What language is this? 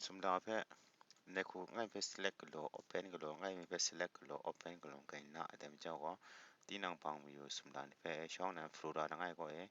Kachin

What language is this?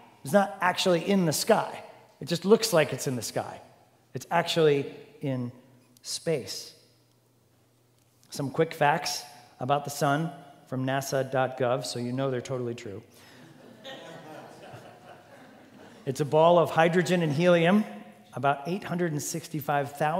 English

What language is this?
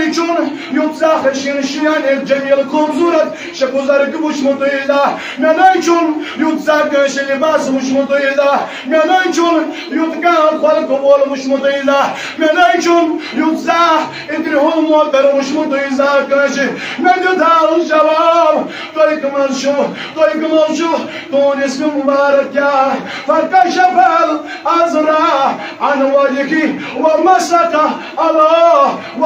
Kashmiri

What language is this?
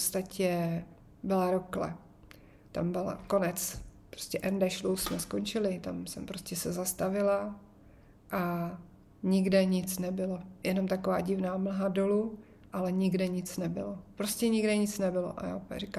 Czech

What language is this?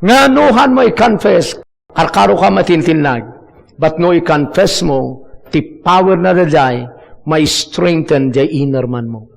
Iloko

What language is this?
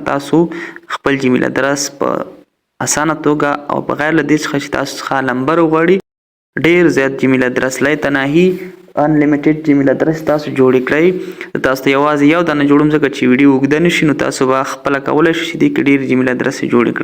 Pashto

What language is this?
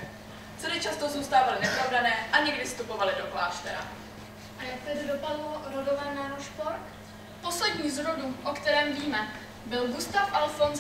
Czech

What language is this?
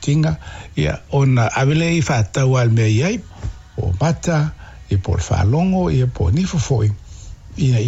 Samoan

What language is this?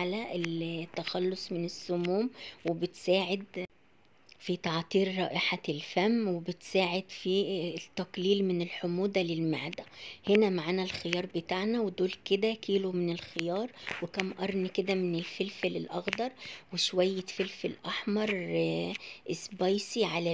Egyptian Arabic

